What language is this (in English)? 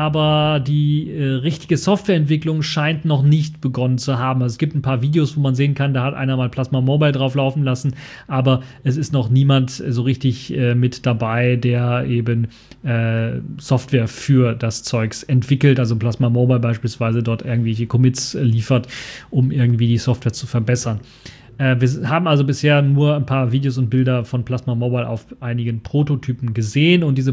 German